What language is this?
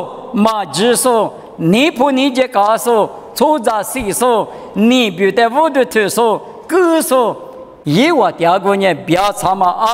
Lisu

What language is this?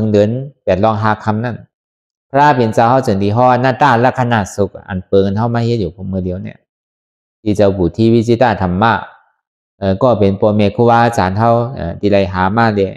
Shan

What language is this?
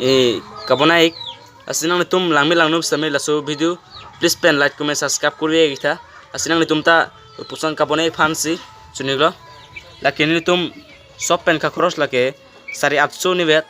Karbi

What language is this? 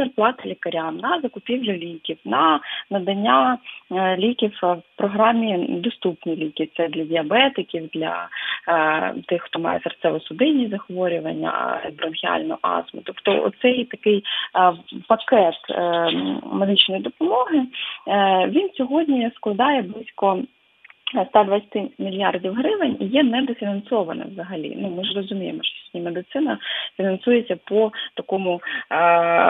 Ukrainian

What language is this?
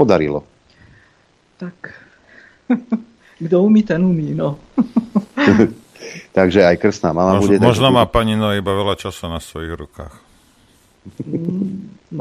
Slovak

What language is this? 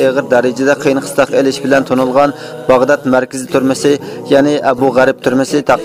Uyghur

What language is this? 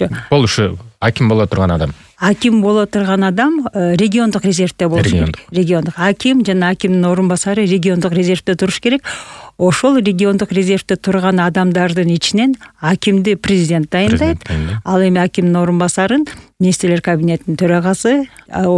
Kyrgyz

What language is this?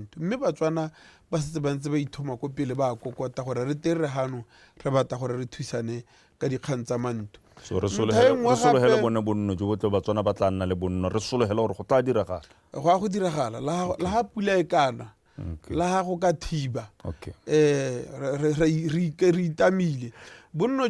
Tswana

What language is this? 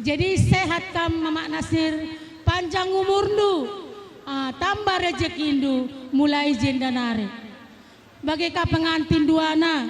Batak Karo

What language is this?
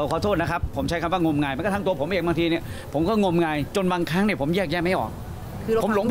Thai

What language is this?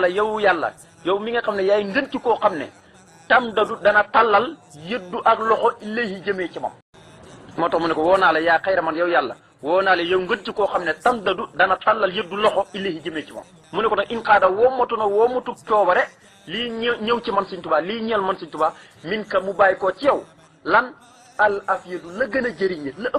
Wolof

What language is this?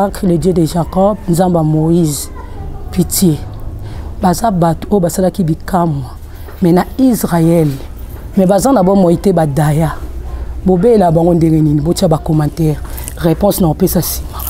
Lingala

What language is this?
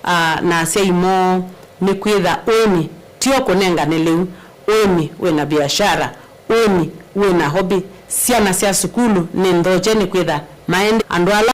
Kamba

